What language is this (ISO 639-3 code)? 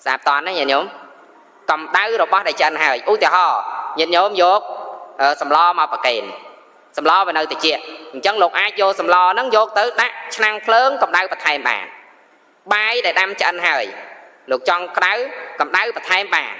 khm